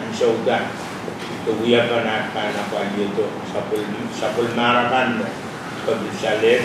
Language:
Pohnpeian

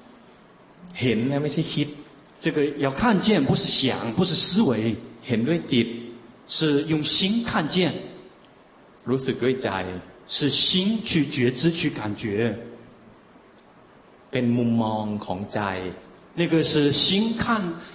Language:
Thai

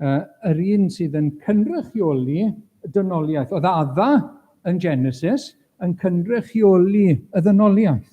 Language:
Welsh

